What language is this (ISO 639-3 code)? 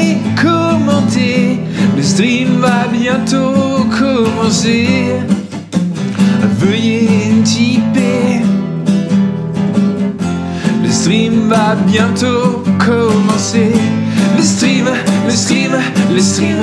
fra